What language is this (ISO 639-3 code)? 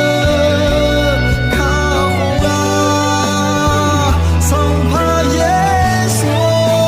ahk